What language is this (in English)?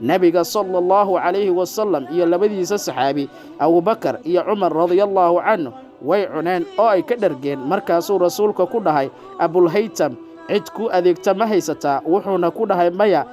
Somali